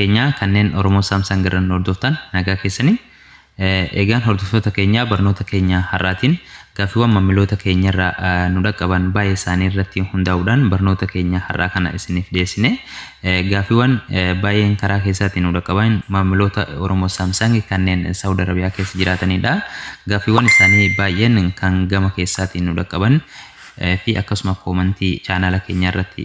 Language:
Oromo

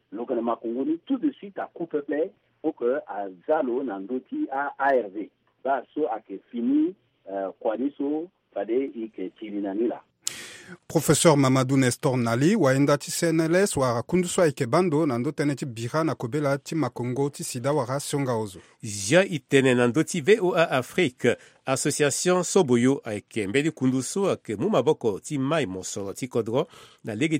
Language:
Sango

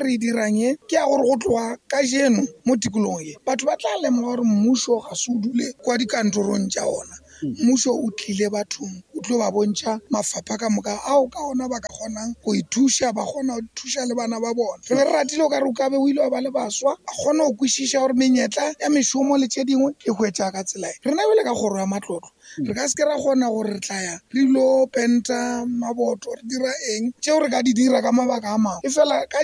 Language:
Northern Sotho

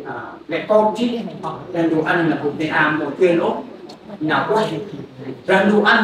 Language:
Central Mnong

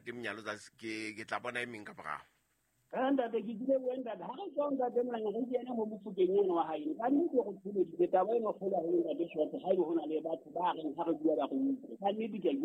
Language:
Southern Sotho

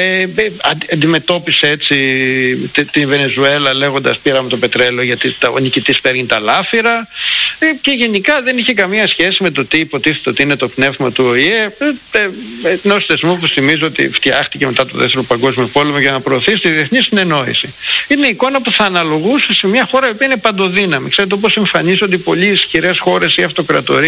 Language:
Greek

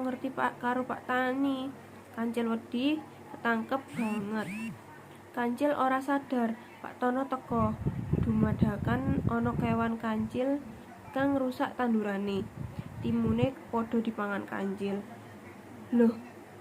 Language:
Javanese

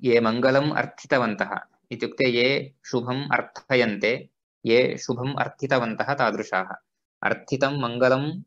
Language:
Sanskrit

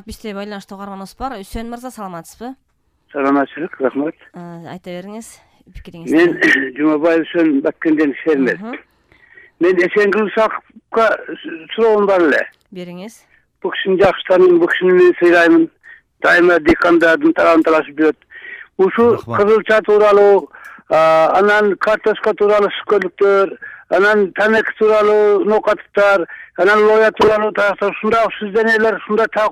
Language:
Kyrgyz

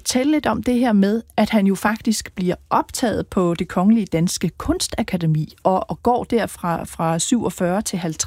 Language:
Danish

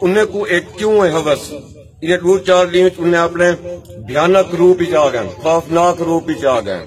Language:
Saraiki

